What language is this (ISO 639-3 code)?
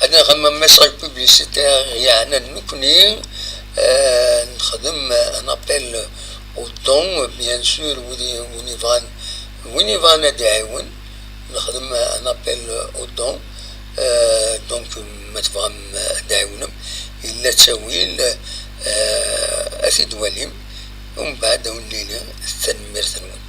kab